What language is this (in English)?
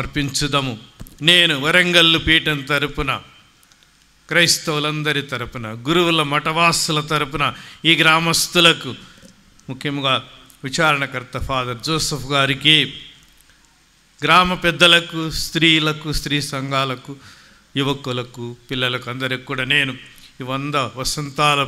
Telugu